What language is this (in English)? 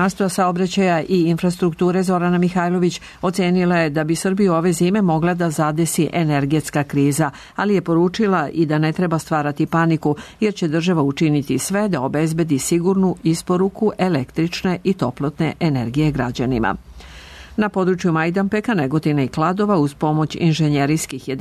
Serbian